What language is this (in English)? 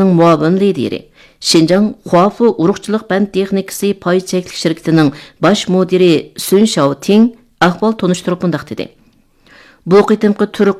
Uyghur